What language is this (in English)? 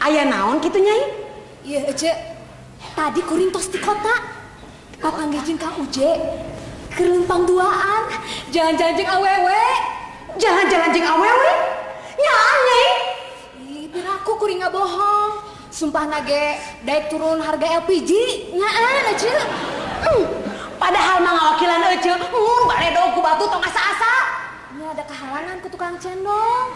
Sundanese